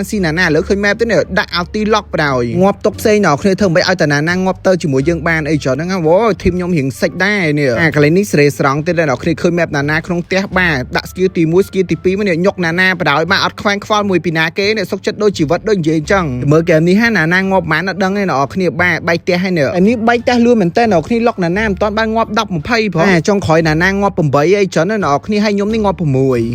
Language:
Khmer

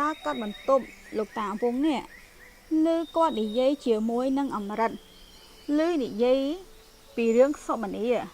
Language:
Khmer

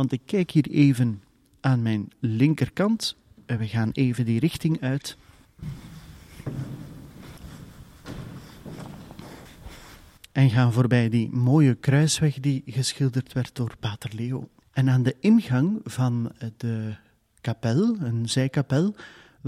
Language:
Dutch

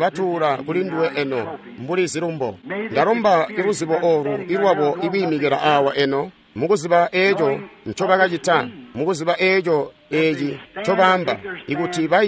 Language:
Tonga (Zambia)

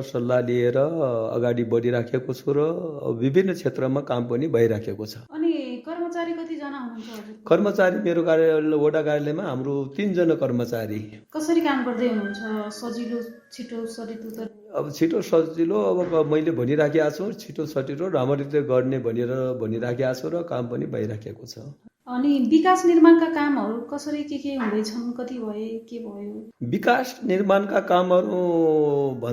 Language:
Nepali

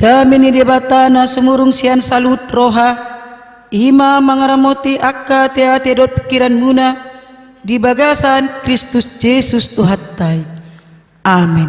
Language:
Batak Toba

